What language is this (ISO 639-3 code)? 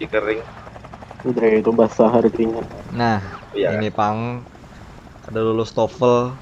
bjn